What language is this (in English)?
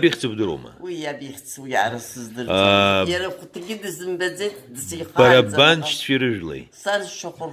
Abkhazian